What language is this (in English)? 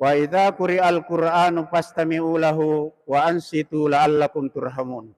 Buginese